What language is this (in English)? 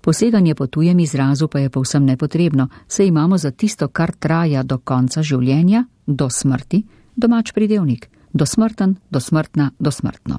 Slovenian